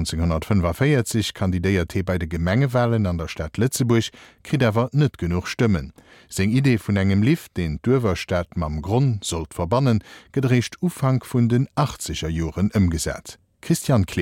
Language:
Luxembourgish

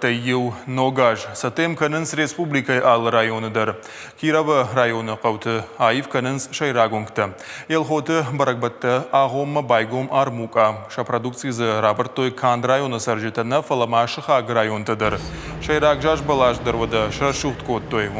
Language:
Ossetic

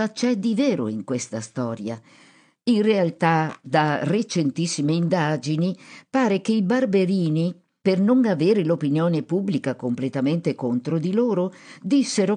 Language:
Italian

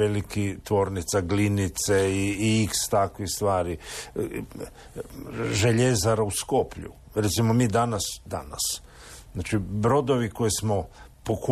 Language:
Croatian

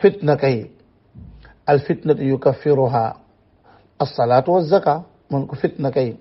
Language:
Wolof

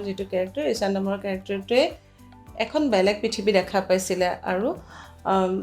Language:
Assamese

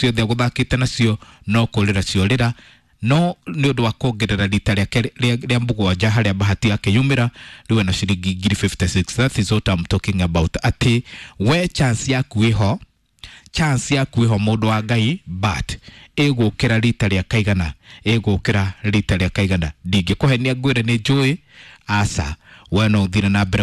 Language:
Kikuyu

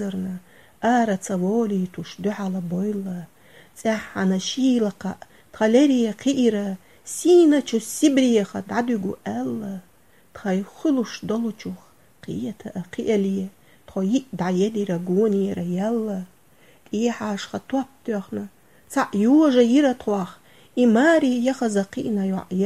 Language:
Chechen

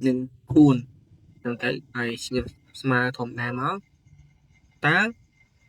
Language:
Khmer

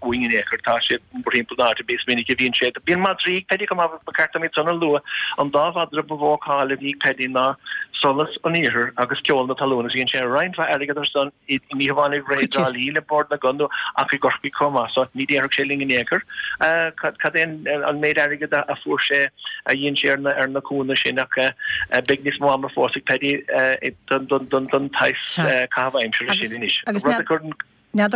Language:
Irish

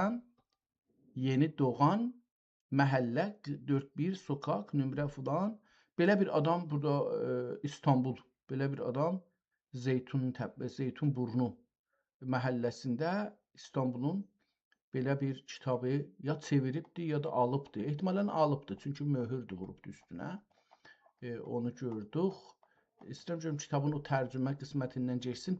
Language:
South Azerbaijani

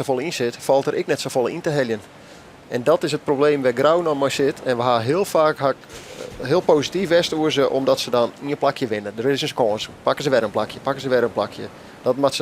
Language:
Western Frisian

